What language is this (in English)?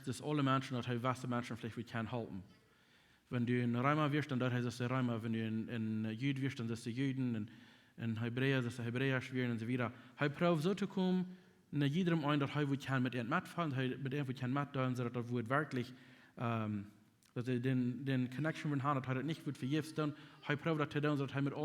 Plautdietsch